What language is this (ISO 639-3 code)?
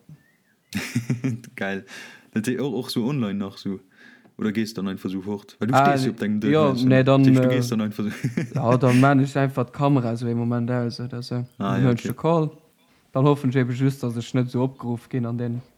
ltz